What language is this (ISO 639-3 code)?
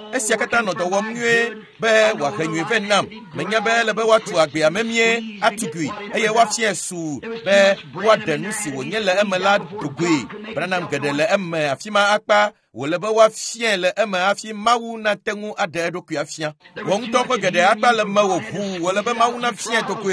ewe